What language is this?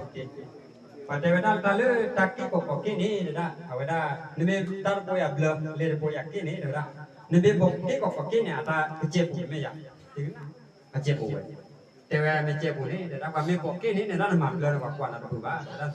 S'gaw Karen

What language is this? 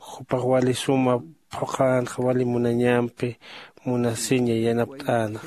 Aymara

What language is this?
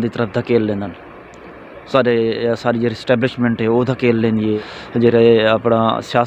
Saraiki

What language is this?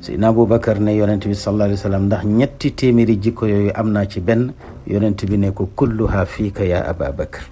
Wolof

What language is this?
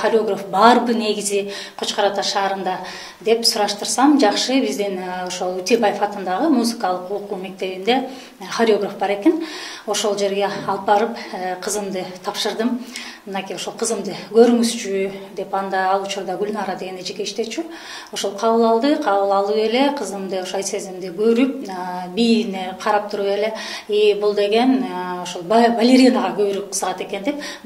Kyrgyz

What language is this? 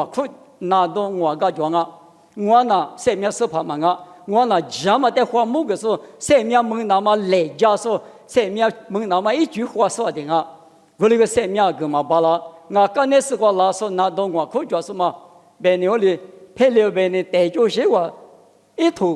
Lisu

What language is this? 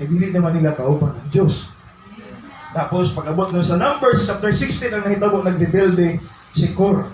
Cebuano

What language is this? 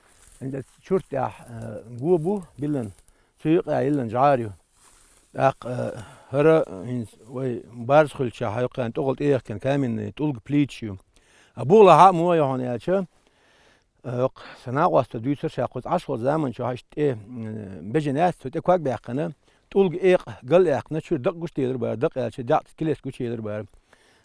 Chechen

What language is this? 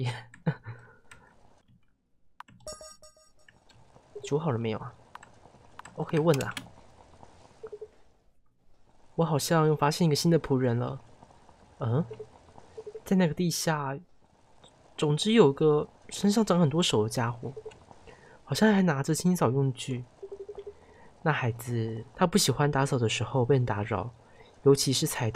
Chinese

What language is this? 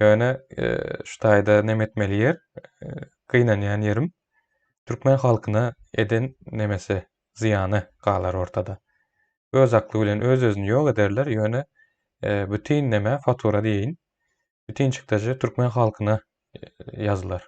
Turkmen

